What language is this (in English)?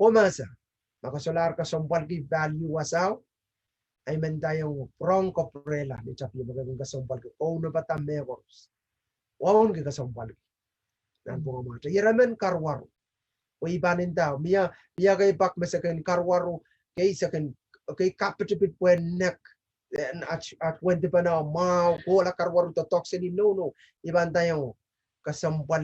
Pohnpeian